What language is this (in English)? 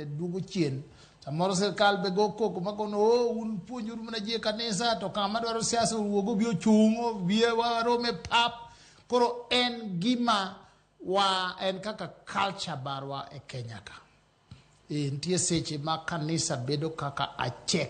Luo (Kenya and Tanzania)